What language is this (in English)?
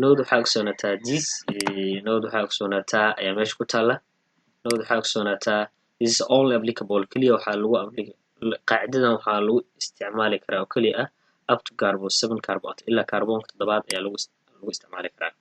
Somali